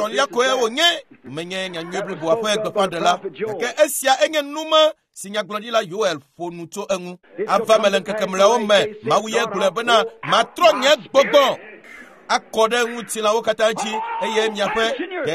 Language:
Ewe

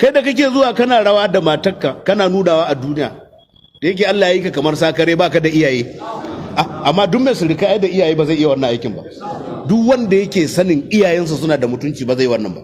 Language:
Hausa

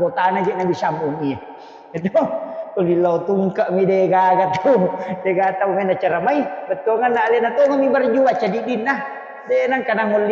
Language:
Buginese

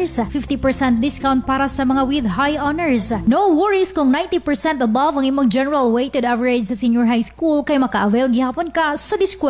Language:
Cebuano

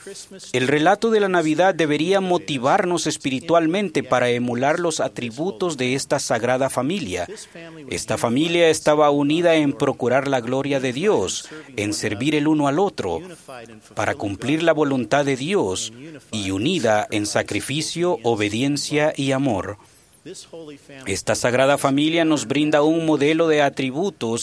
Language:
Spanish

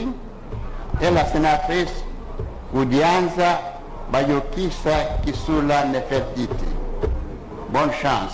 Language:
French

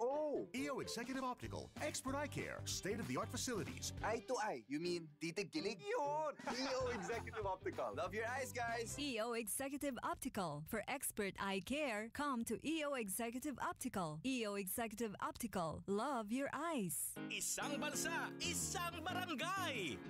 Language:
Filipino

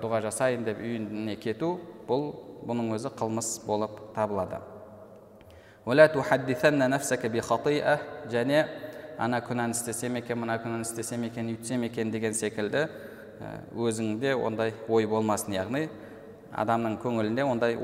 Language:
Kazakh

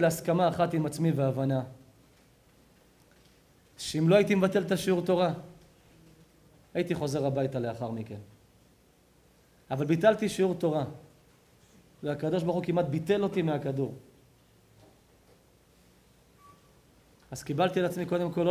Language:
Hebrew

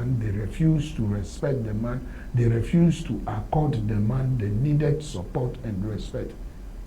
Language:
Ewe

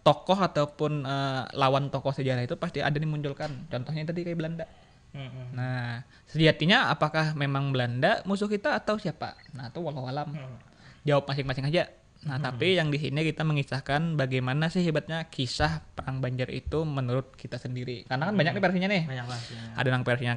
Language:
Banjar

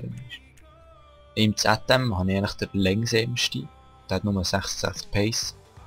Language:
Swiss German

